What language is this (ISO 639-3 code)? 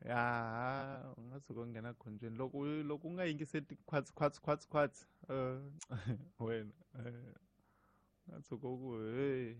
tso